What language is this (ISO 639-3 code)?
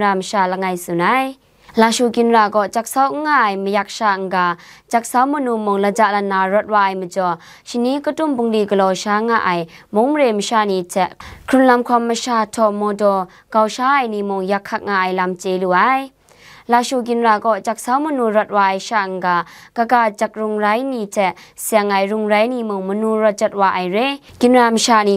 kac